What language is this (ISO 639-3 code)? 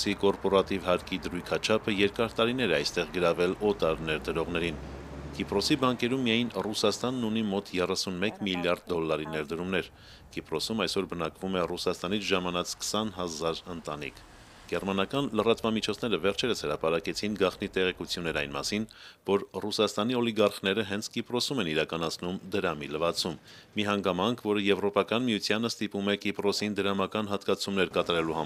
hye